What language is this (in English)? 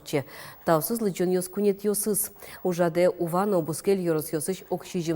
Udmurt